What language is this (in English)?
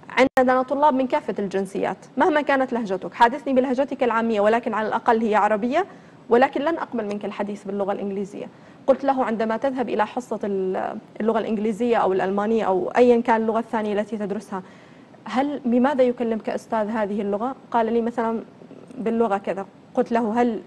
Arabic